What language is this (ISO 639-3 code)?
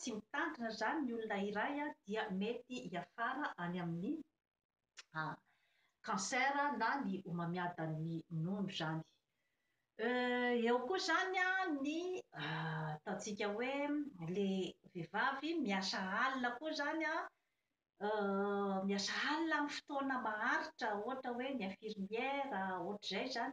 mlg